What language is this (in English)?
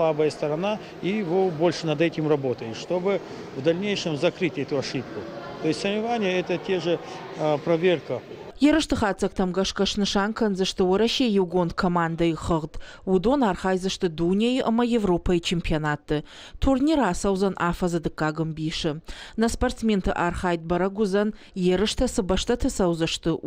Ossetic